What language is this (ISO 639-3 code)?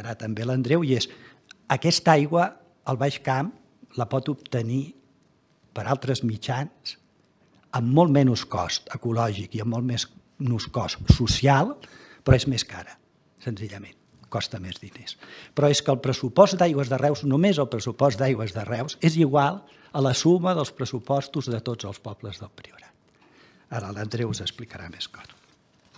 cat